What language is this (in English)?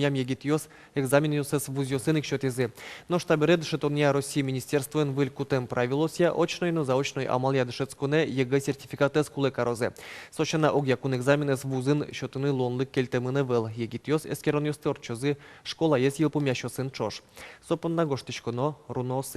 Udmurt